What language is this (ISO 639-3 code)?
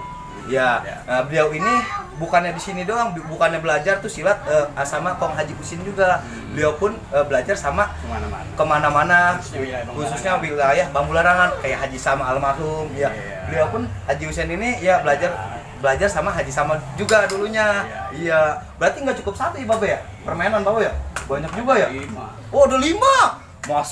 bew